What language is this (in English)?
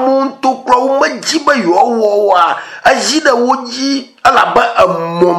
Ewe